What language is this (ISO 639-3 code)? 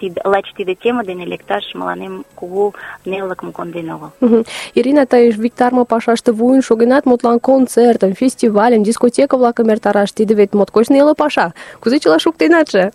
chm